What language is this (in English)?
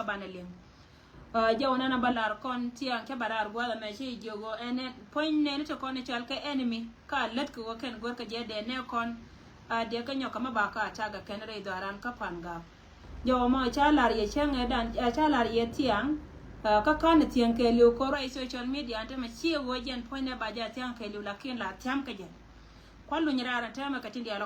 Nuer